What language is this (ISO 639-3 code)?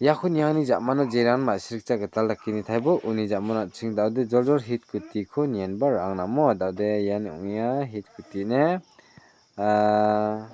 grt